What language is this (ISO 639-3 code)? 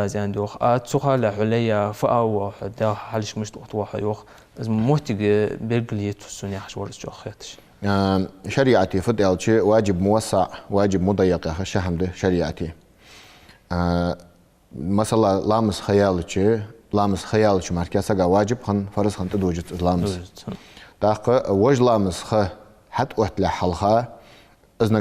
inh